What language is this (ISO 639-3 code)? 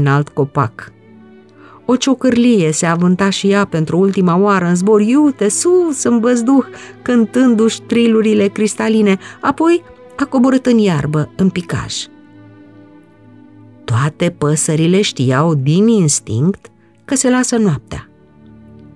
ron